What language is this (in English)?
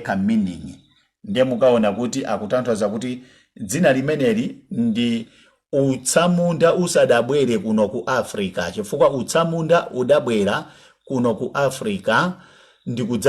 Nyanja